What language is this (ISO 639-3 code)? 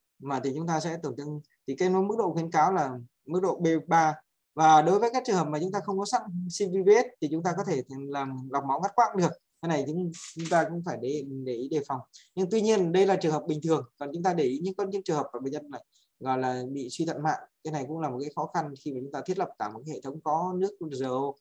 vie